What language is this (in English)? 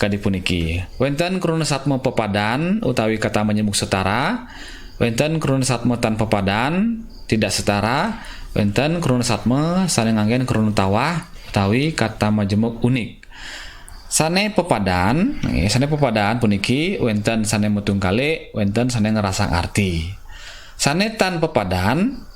Balinese